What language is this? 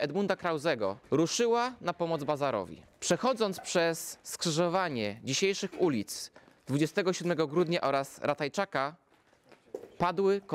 Polish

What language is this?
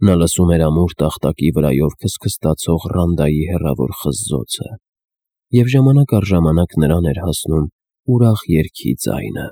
Armenian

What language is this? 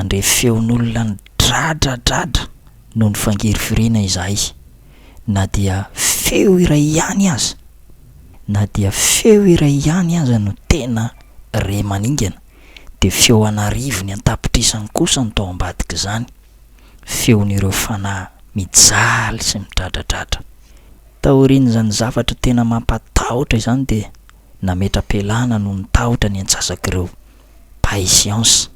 Malagasy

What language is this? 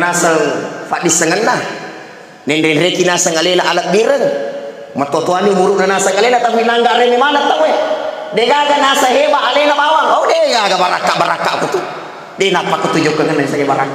Buginese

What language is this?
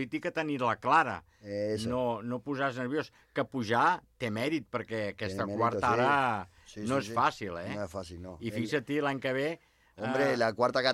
Catalan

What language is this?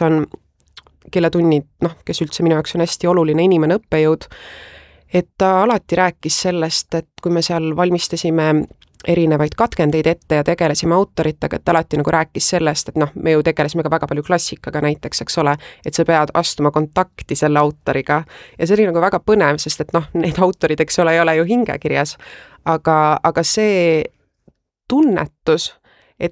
Estonian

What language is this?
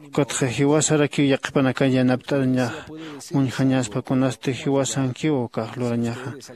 Aymara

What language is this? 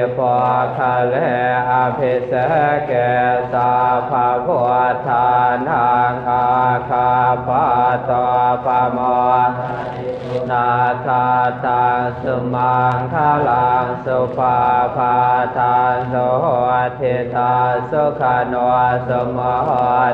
Pali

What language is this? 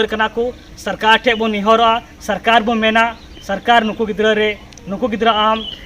Santali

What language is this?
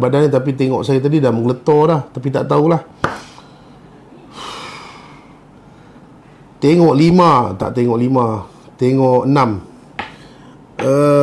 Malay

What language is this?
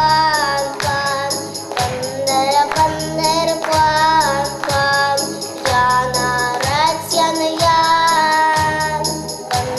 Chuvash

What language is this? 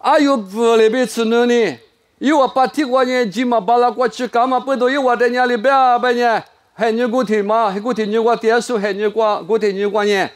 Lisu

